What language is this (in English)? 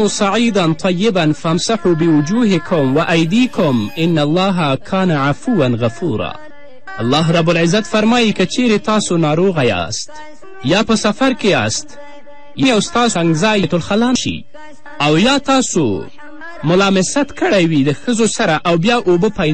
Pashto